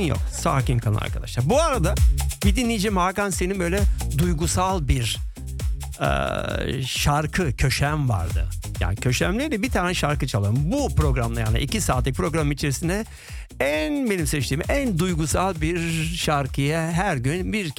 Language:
Turkish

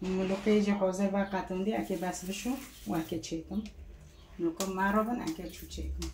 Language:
Kurdish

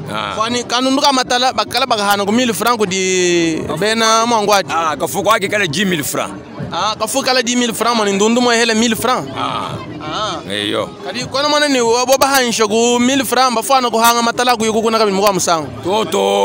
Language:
Luba-Lulua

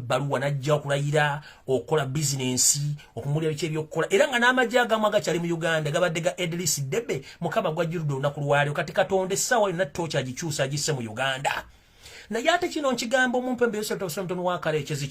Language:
Ganda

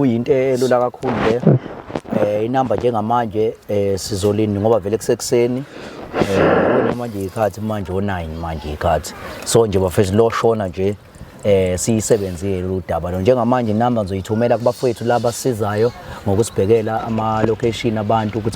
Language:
Zulu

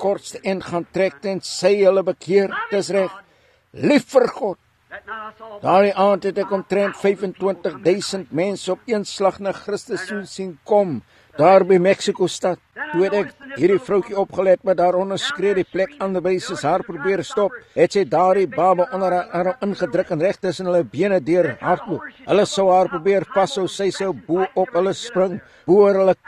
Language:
Afrikaans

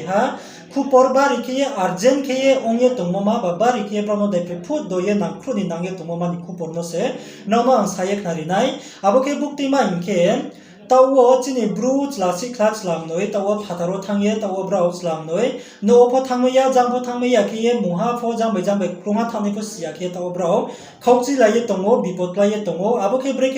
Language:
Riang (India)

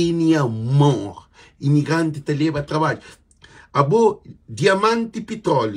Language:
Kabuverdianu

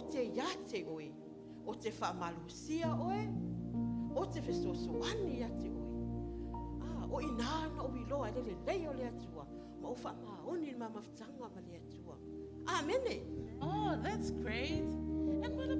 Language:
Samoan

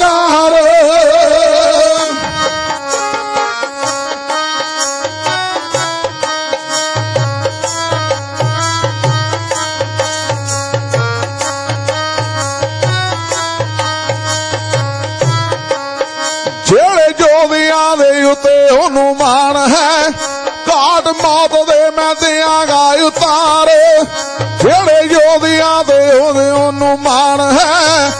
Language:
Punjabi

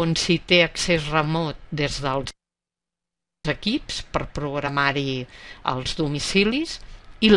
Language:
Catalan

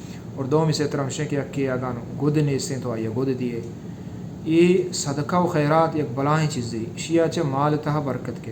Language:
Baluchi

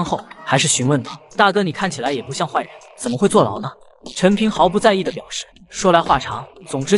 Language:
Chinese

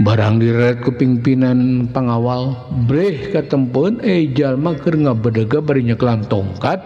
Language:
Sundanese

